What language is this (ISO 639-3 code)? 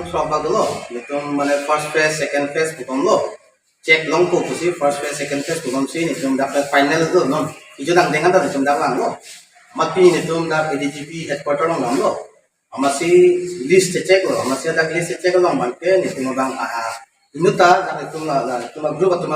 mjw